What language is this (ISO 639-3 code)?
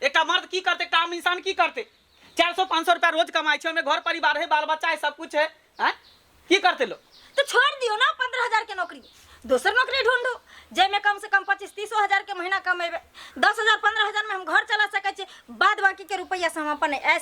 mai